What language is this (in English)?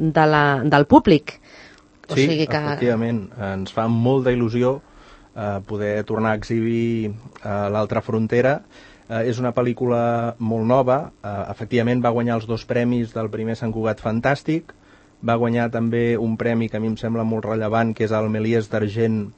Catalan